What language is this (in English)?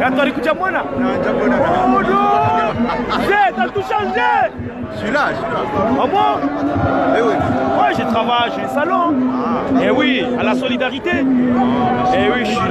Ngazidja Comorian